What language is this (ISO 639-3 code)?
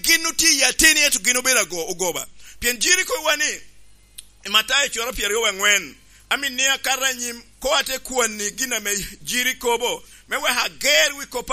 laj